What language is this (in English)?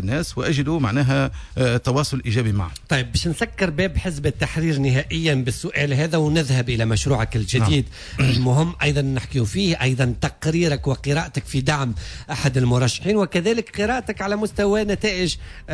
Tunisian Arabic